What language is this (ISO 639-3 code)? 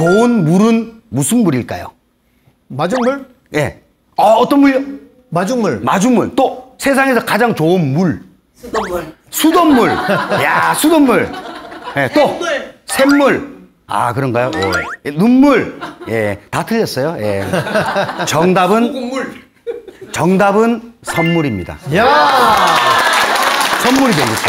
kor